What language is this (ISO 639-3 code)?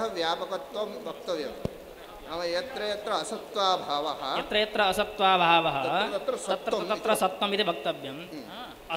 san